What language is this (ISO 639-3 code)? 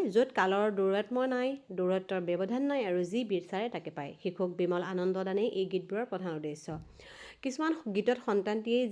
asm